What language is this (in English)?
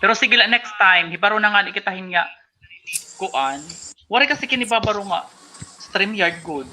Waray